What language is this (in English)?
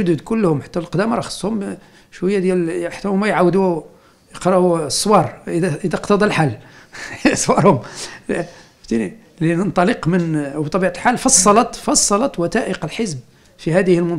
Moroccan Arabic